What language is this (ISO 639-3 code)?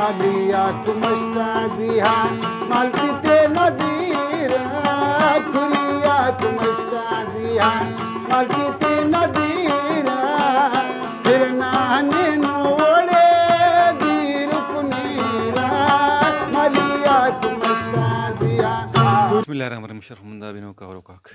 brh